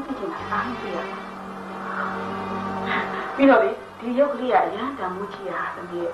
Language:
Burmese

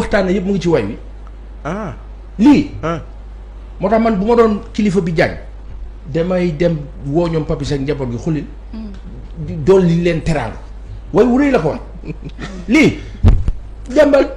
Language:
Wolof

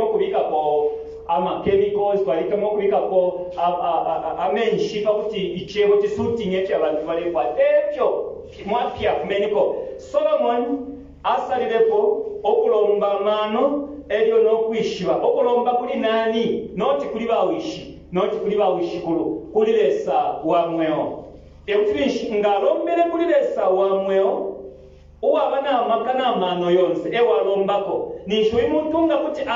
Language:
Bemba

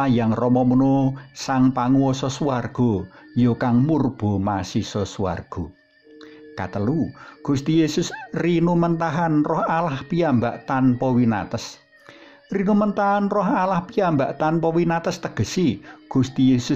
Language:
Javanese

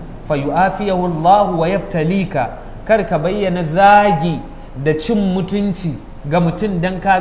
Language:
Hausa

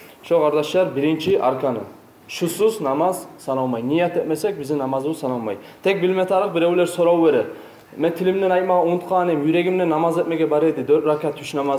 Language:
Kumyk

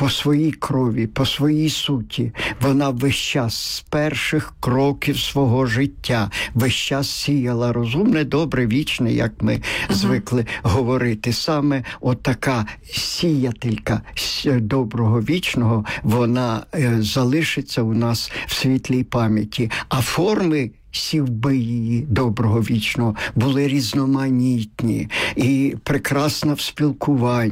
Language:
Ukrainian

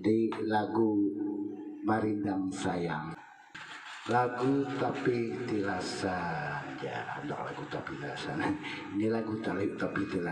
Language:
Banjar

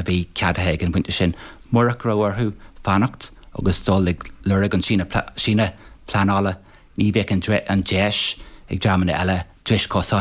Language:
Irish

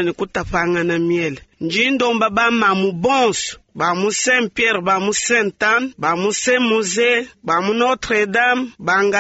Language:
Luba-Lulua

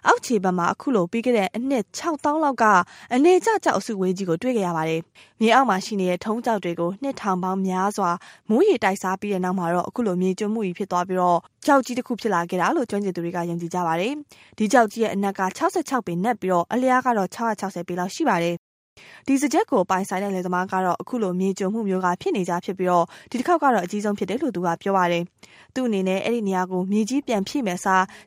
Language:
Burmese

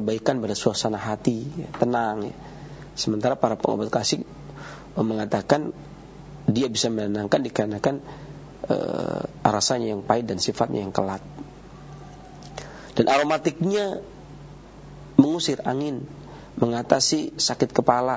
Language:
Indonesian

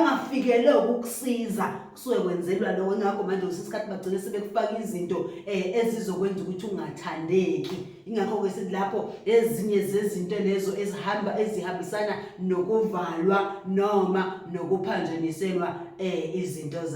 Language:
Zulu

